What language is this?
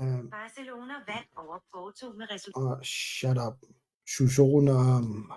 Kalaallisut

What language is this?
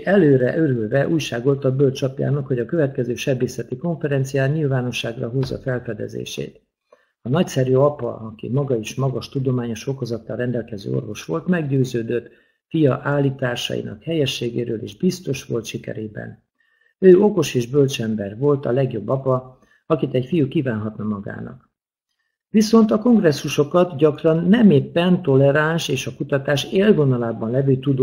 Hungarian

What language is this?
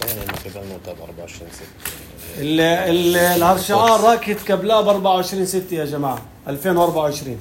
North Levantine Arabic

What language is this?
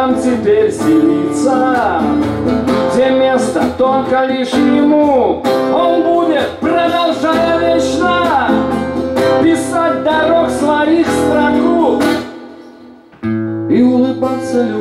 Russian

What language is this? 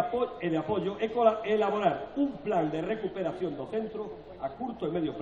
Galician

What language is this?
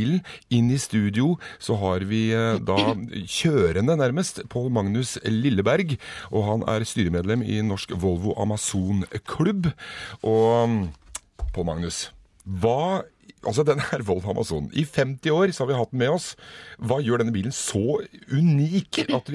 Norwegian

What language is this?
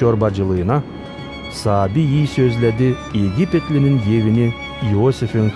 Gagauz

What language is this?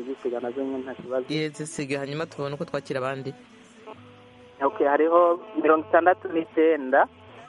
Kinyarwanda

